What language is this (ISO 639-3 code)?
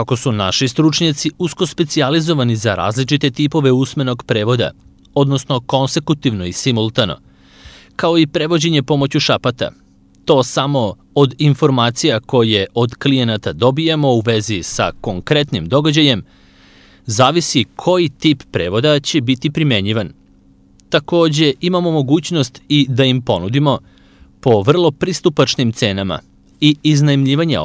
srp